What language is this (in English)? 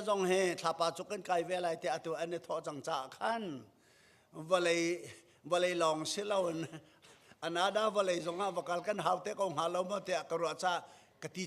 Hakha Chin